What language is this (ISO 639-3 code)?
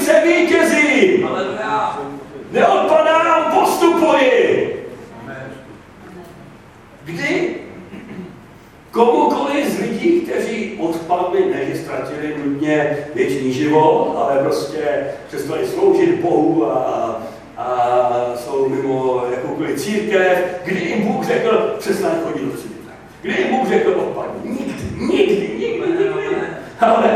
ces